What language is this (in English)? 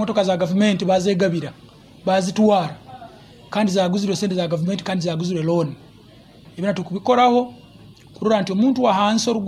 Nyoro